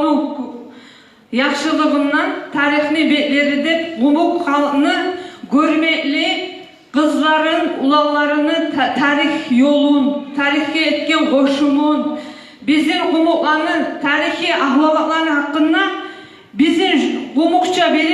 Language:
Kumyk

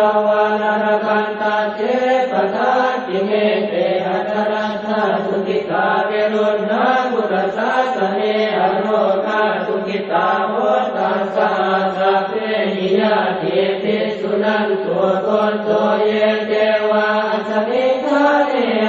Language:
Pali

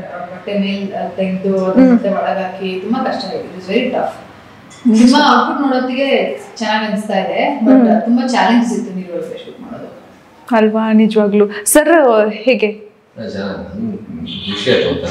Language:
Kannada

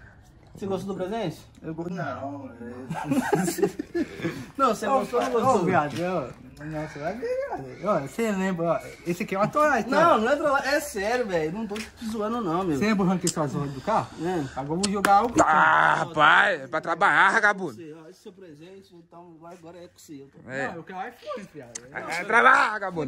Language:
Portuguese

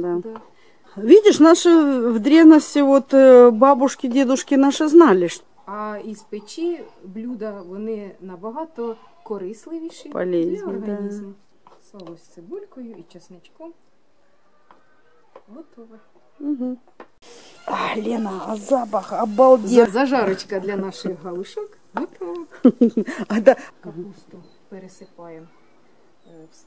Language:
Ukrainian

